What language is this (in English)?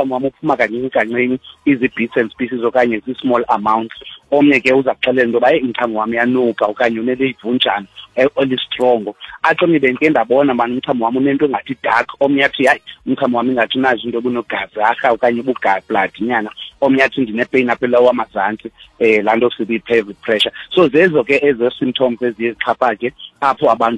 Xhosa